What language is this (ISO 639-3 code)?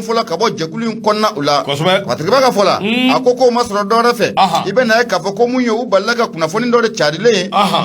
bam